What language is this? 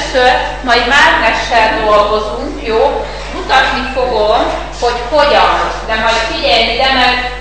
Hungarian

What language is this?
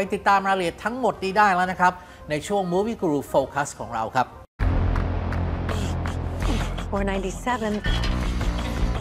Thai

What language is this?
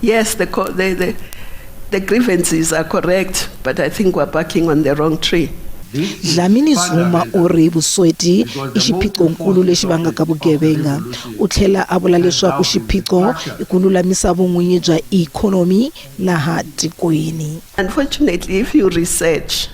Tsonga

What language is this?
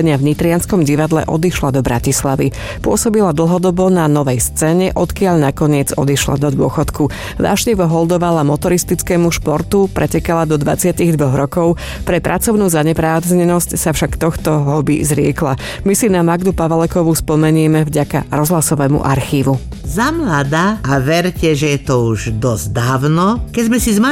Slovak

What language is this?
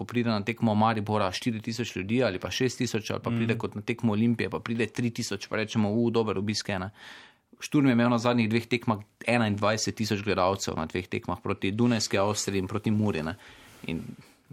Slovenian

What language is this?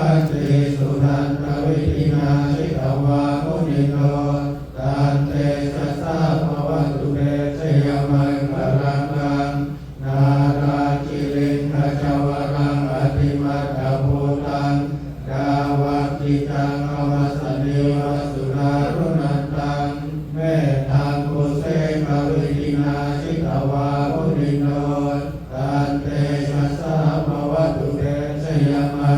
Pali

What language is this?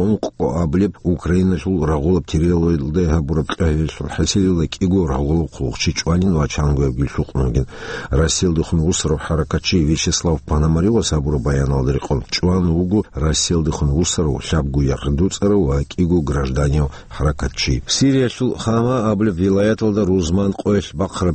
Avaric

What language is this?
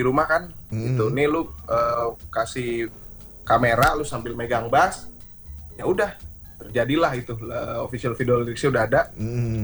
Indonesian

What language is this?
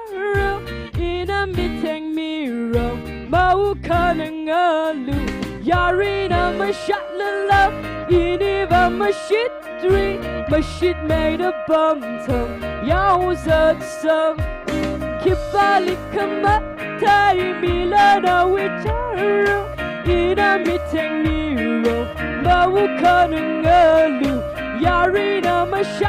Tangkhul Naga (India)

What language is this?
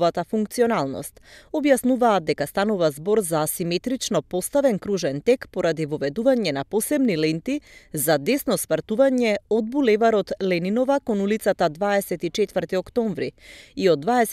Macedonian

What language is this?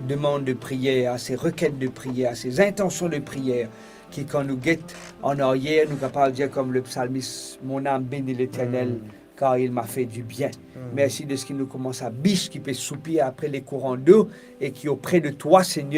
Morisyen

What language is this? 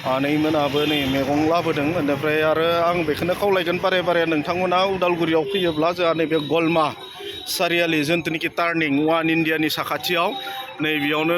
Bodo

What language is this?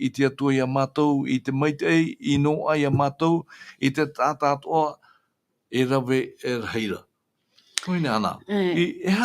Tahitian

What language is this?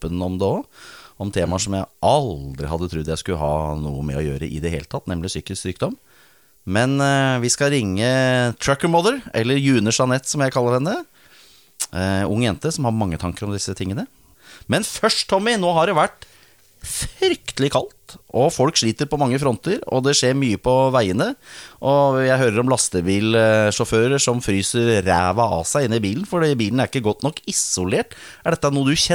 Norwegian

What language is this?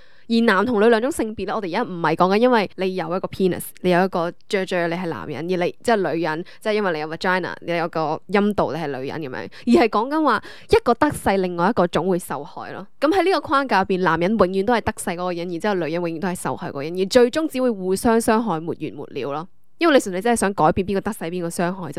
Cantonese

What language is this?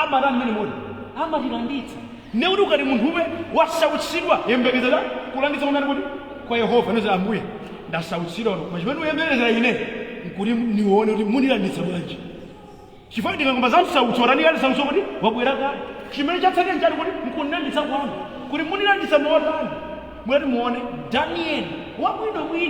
Nyanja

